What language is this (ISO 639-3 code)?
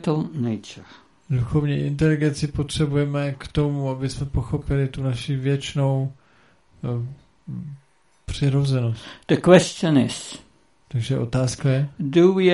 ces